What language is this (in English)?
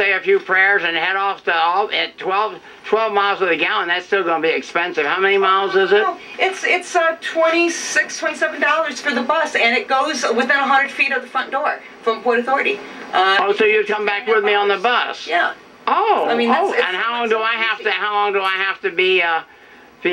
English